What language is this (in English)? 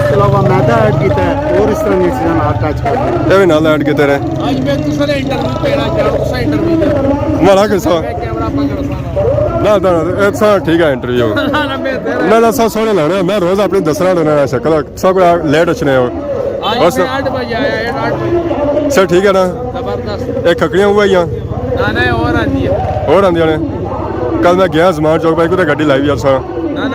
Pahari-Potwari